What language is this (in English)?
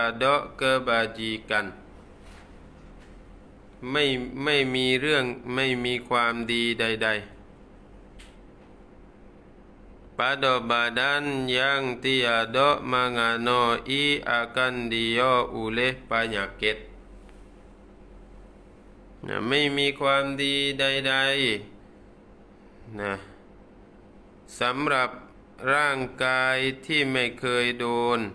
Thai